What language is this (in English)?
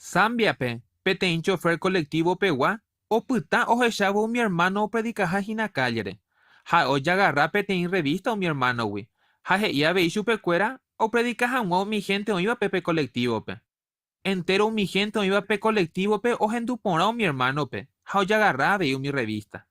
Guarani